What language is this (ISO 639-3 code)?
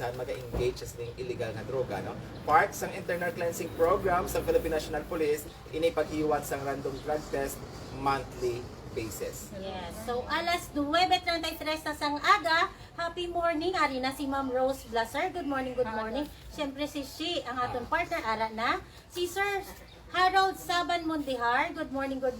hil